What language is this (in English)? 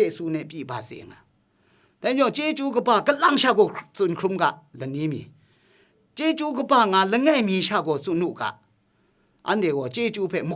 Kachin